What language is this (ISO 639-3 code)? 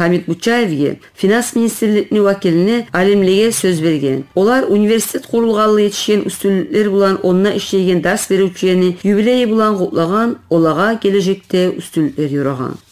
kum